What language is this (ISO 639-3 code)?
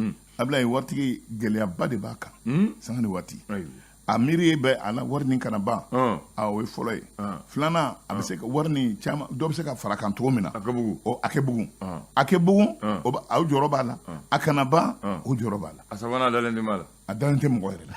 bam